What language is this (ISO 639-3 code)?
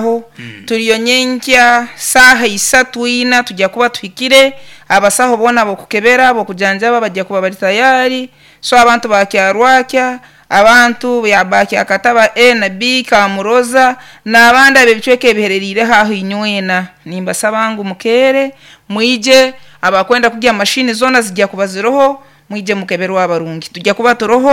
nyn